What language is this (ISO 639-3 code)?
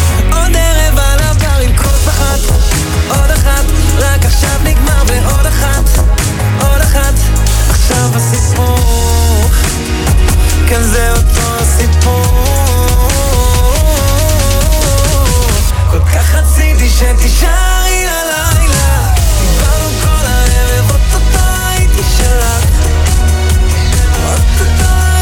heb